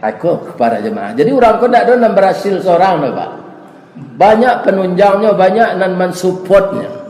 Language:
Minangkabau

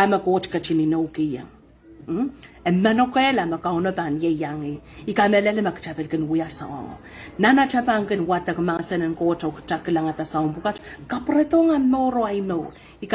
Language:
Pohnpeian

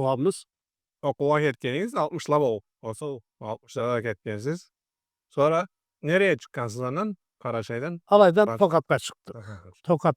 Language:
Karachay-Balkar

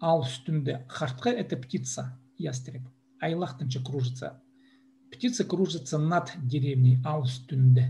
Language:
Khakas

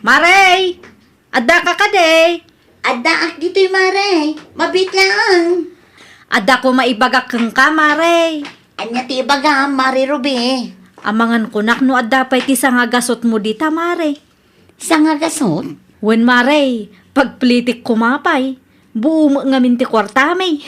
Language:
Iloko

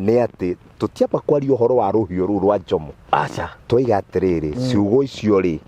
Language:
Kikuyu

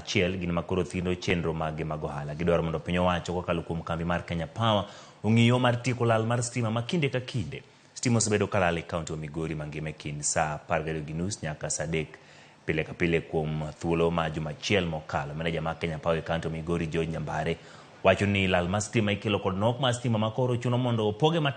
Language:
Luo (Kenya and Tanzania)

